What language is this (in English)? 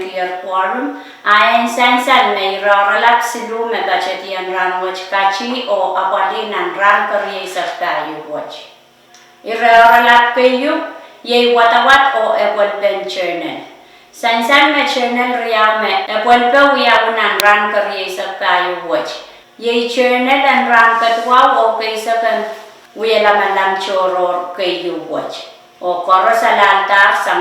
Pohnpeian